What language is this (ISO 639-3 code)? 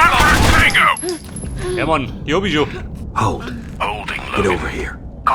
bar